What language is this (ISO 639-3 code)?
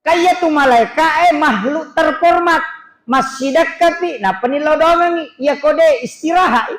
bug